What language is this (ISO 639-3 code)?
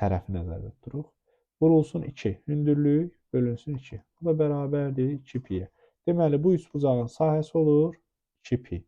aze